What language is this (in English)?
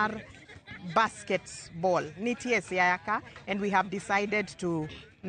Luo (Kenya and Tanzania)